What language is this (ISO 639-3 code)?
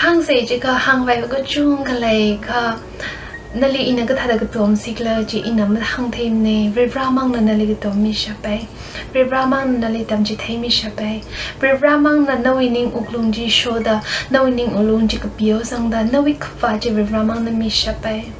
nmf